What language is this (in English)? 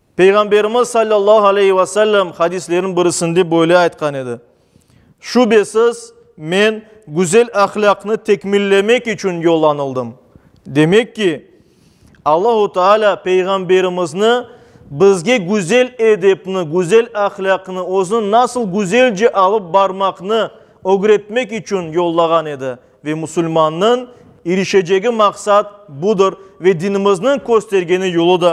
Crimean Tatar